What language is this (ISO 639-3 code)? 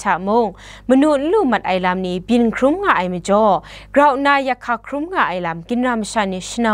kac